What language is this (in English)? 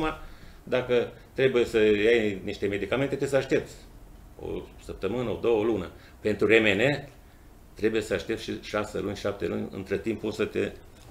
Romanian